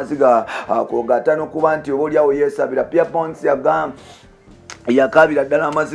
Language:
Ganda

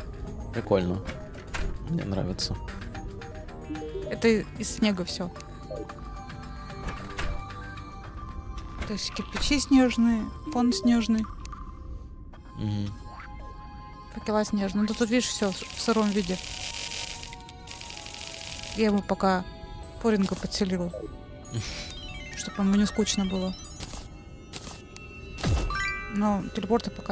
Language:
Russian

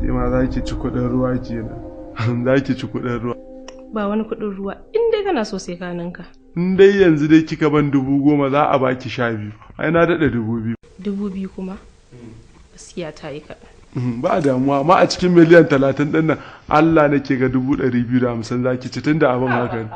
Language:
Hausa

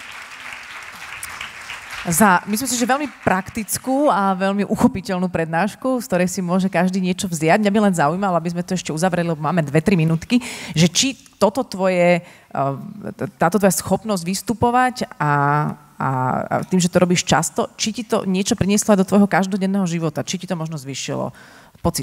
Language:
Slovak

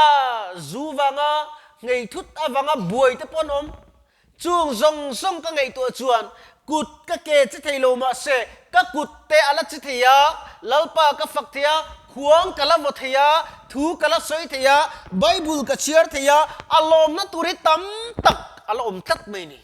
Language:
Mizo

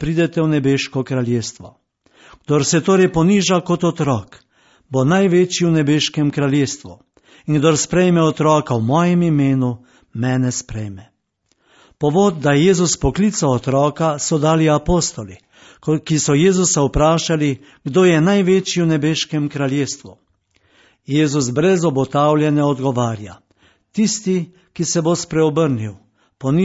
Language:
Slovenian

